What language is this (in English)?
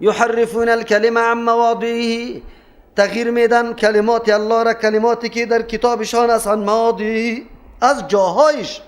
Persian